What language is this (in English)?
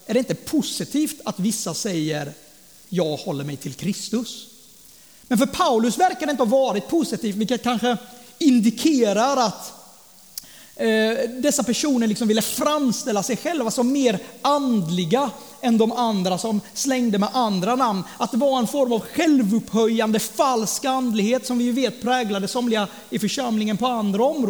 Swedish